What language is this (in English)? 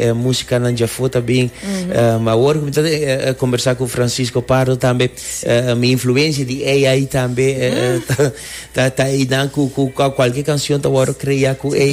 Papiamento